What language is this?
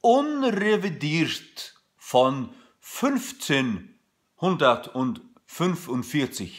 Faroese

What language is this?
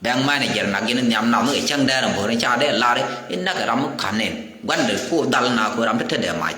Nuer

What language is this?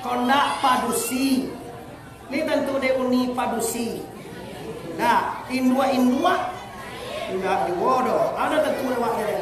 Minangkabau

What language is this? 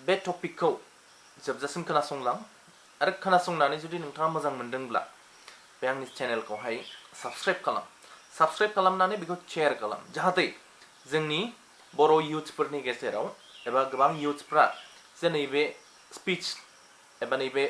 Bodo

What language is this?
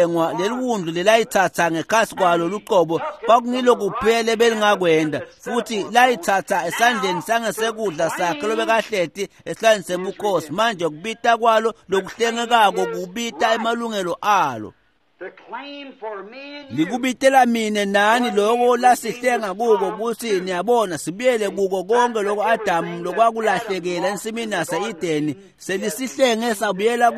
Swati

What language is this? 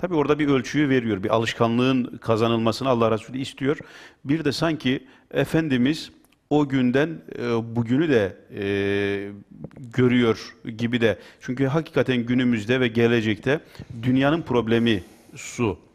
Turkish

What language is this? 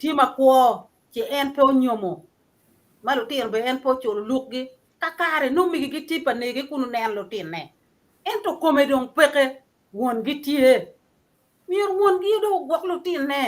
Acoli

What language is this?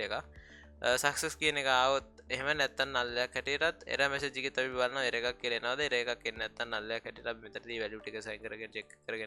Sinhala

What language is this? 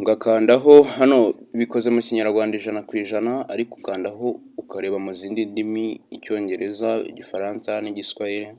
Kinyarwanda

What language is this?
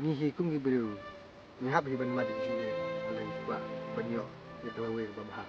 Khasi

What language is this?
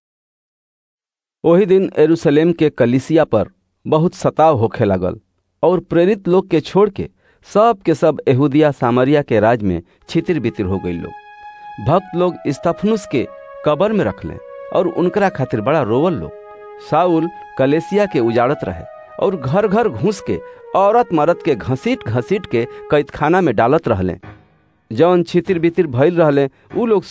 Bhojpuri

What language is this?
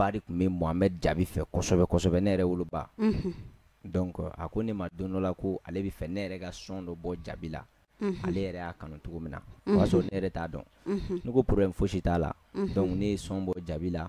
Bambara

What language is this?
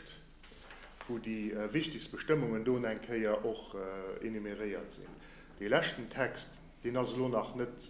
Luxembourgish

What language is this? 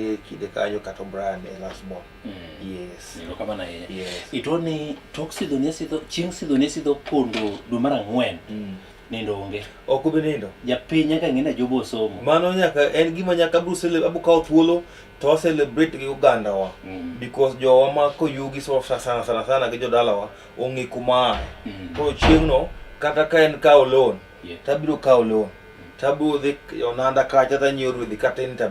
Luo (Kenya and Tanzania)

